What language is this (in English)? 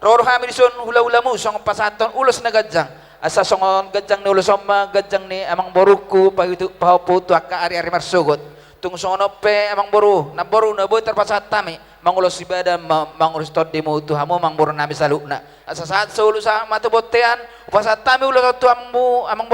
Batak Toba